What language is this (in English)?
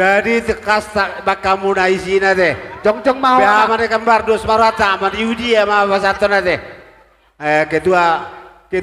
Batak Toba